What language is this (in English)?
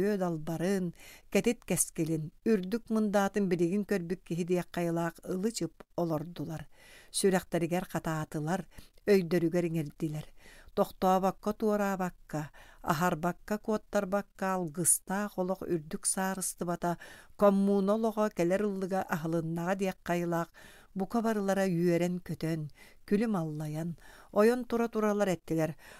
Yakut